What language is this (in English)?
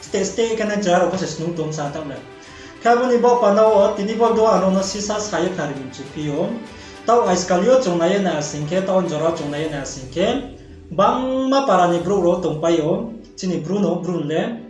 Riang (India)